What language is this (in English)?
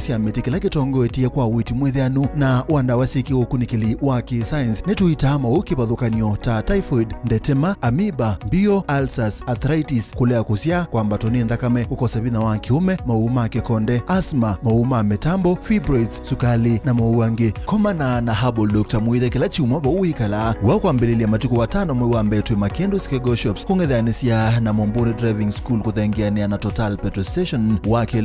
Kamba